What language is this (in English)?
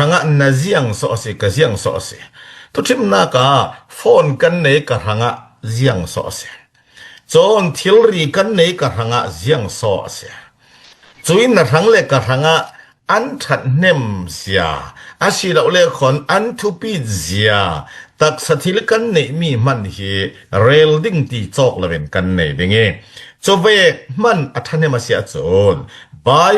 Falam Chin